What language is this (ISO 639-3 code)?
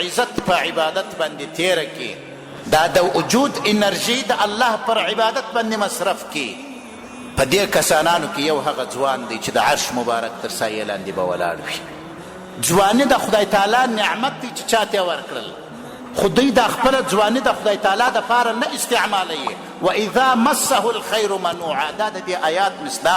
pus